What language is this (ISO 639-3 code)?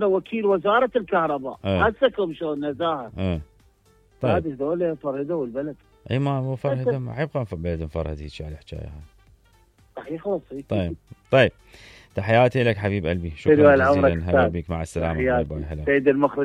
acm